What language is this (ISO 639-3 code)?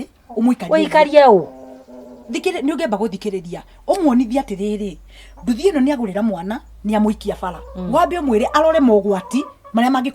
kik